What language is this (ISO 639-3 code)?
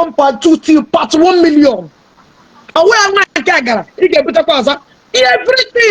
ibo